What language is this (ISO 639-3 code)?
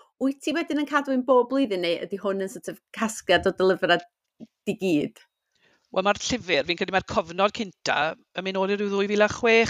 cym